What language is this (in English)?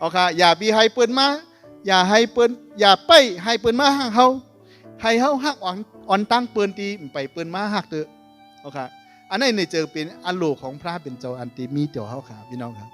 Shan